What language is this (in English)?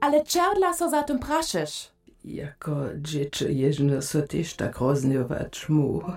Upper Sorbian